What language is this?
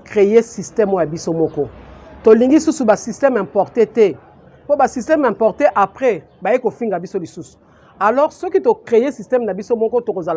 Lingala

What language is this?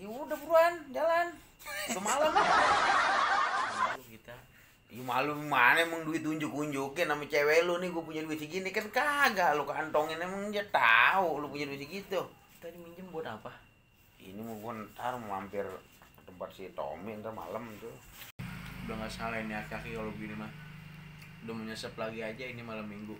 Betawi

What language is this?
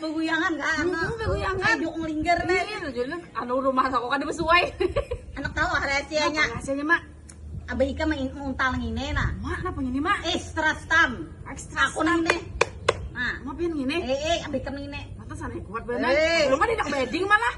Banjar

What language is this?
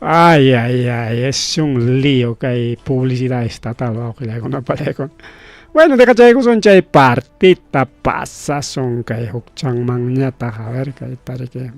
Ayacucho Quechua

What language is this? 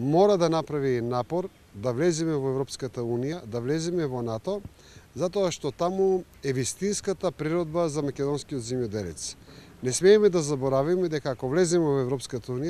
Macedonian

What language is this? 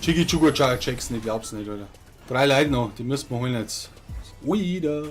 Bavarian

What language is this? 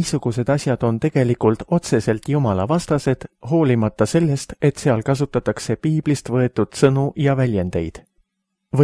Estonian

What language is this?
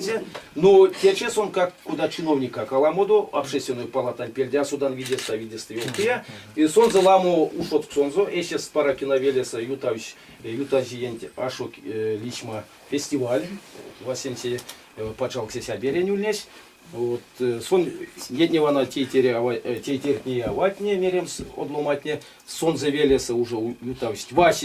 Erzya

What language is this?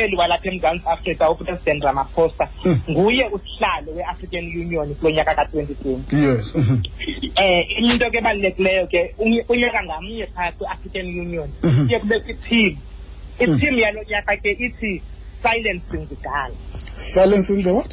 Xhosa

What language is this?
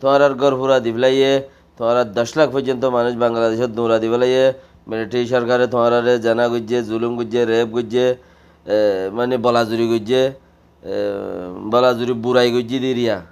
Rohingya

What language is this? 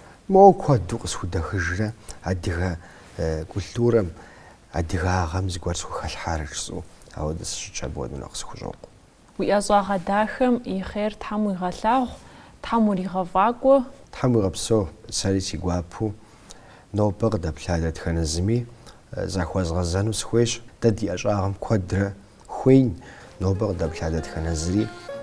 Kabardian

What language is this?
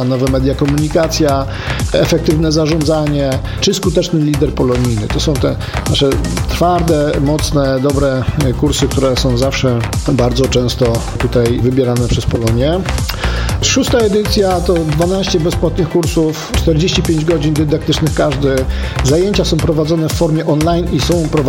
Polish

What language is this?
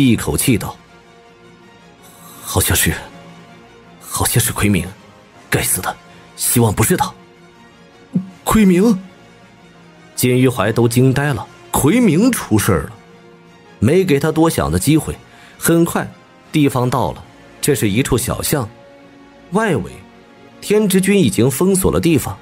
Chinese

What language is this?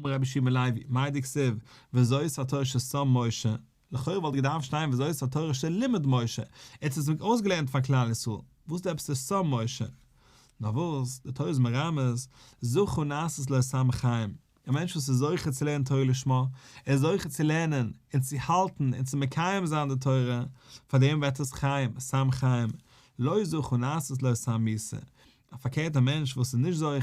Yiddish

